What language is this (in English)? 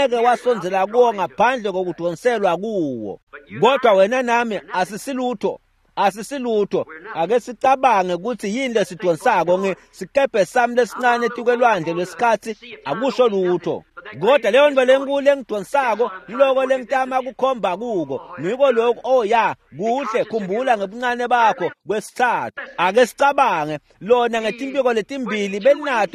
Swati